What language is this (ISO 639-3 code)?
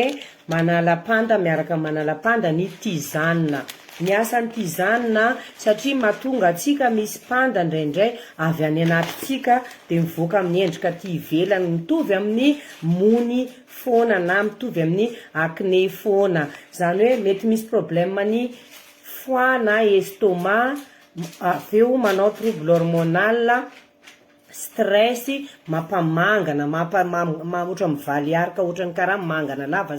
mlg